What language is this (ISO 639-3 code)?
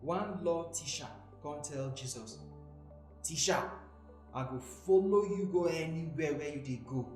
pcm